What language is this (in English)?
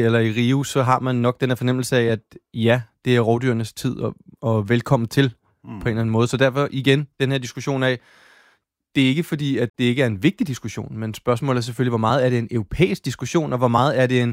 Danish